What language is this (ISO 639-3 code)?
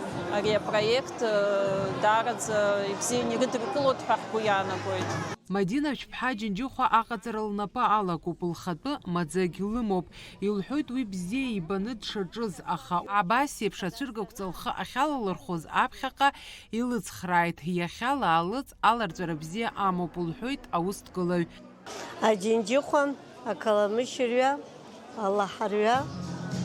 abk